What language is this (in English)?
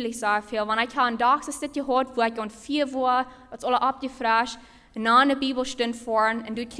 Plautdietsch